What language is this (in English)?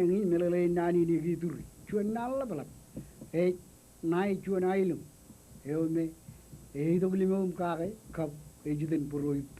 Marshallese